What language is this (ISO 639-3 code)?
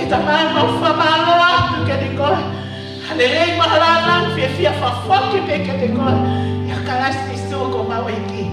ton